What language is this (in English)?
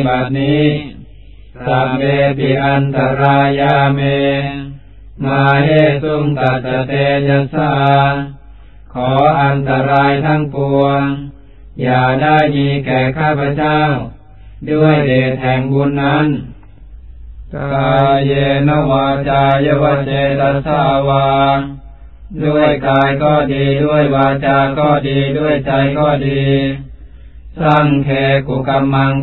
Thai